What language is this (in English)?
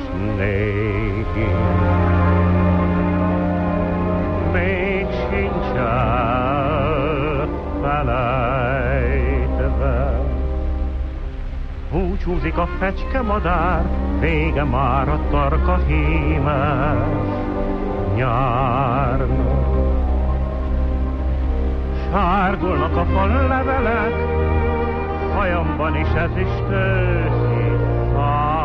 Hungarian